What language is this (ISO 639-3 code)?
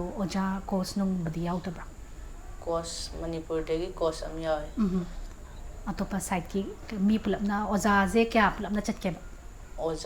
mni